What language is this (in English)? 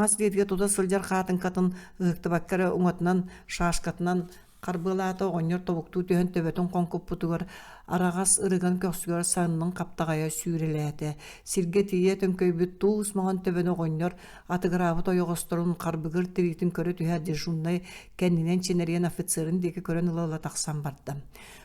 Yakut